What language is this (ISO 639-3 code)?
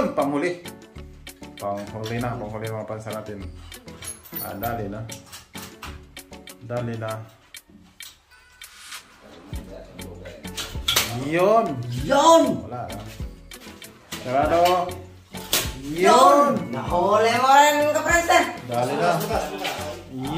fil